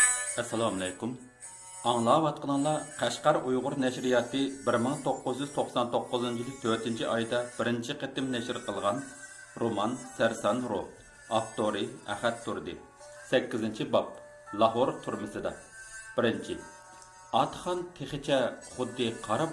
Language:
Uyghur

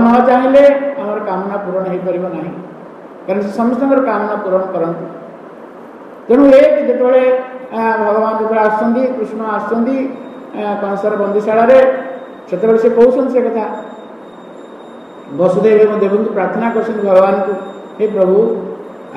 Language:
Odia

